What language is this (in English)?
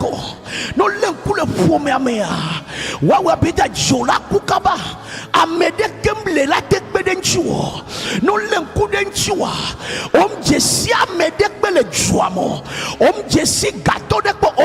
Ewe